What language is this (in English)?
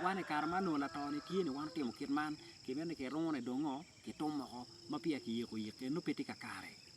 Acoli